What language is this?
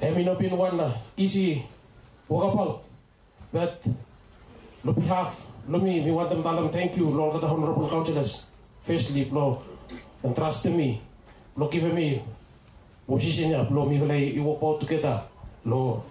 Bislama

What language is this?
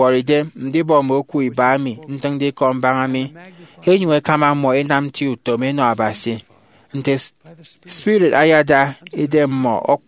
Efik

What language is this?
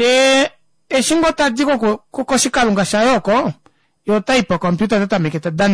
Kuanyama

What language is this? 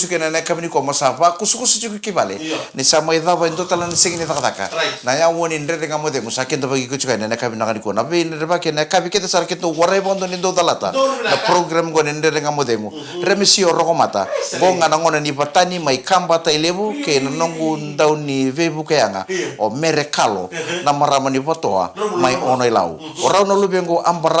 Fijian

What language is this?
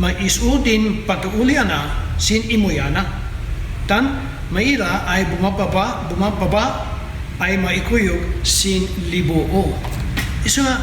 Kankanaey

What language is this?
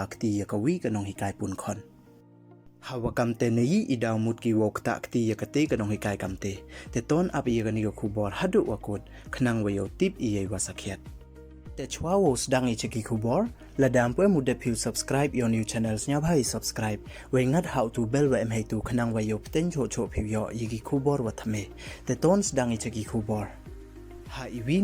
Pnar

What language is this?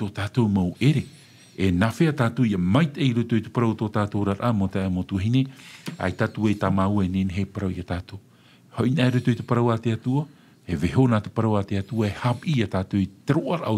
Tahitian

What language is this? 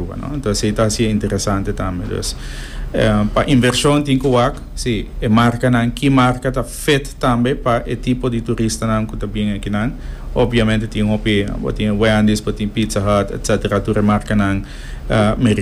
Papiamento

